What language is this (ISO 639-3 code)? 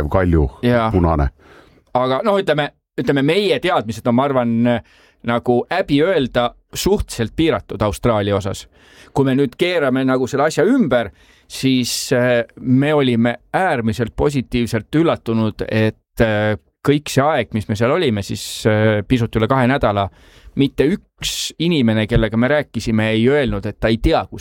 est